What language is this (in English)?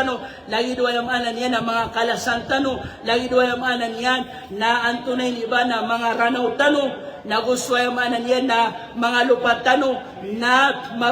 Maranao